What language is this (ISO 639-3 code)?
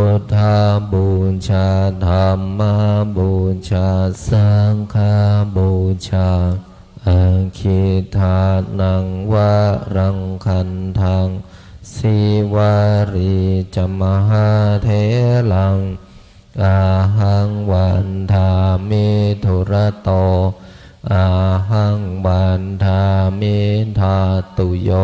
pli